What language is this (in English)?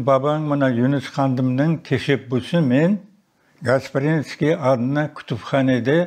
Crimean Tatar